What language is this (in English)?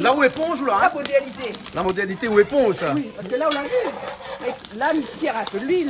Réunion Creole French